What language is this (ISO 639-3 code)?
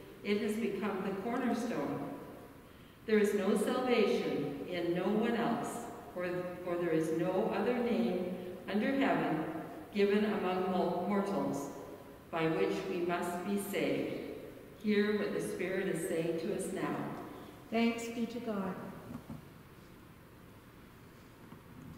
eng